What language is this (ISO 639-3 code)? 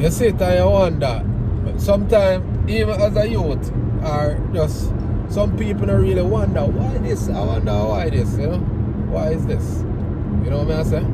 jam